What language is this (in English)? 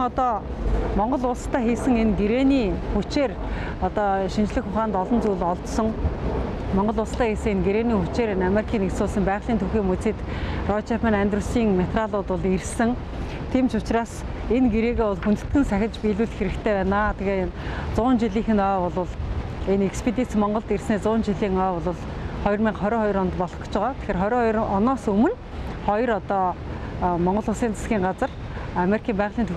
Mongolian